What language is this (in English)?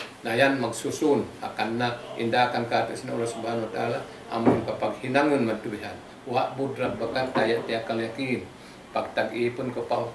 Tausug